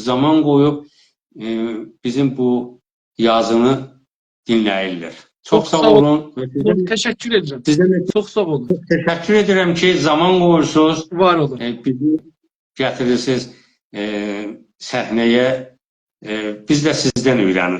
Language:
South Azerbaijani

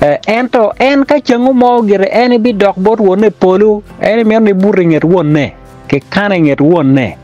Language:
Acoli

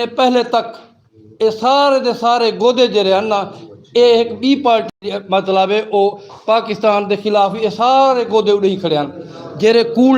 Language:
Western Panjabi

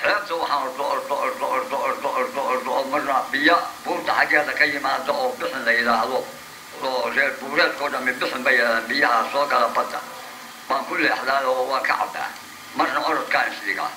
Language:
Somali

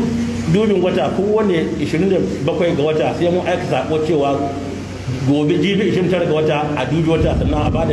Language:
Hausa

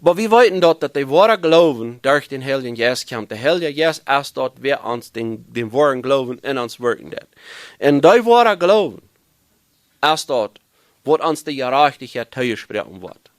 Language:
Plautdietsch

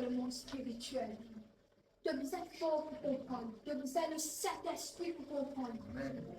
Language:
Morisyen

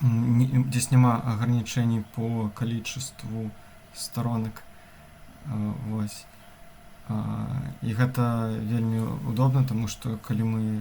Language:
Belarusian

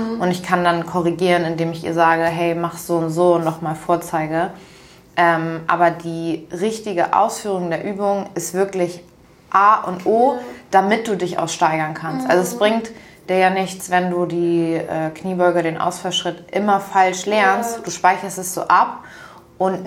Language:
German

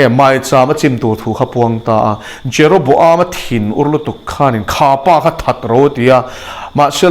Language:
Mizo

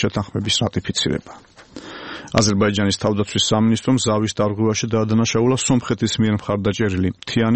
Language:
Georgian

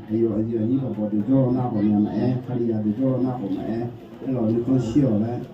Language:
Akha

